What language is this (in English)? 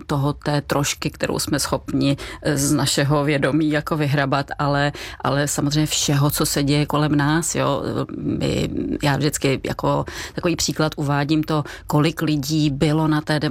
Czech